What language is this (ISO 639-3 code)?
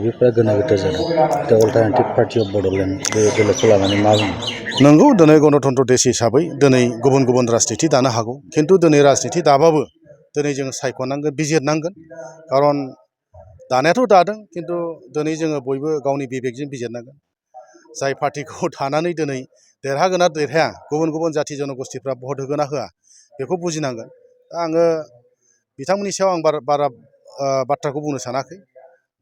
brx